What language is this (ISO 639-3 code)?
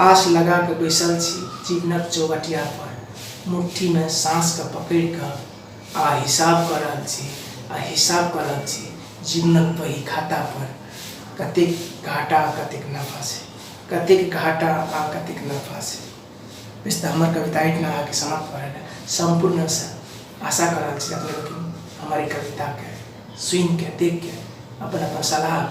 mai